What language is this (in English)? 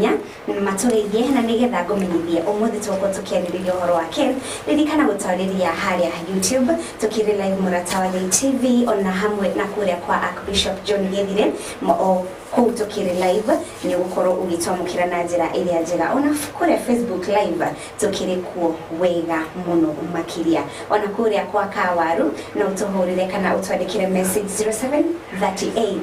Kikuyu